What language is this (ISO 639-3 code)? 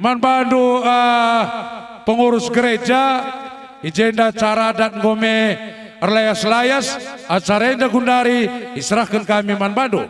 btx